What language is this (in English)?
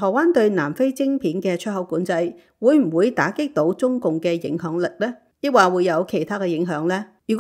Cantonese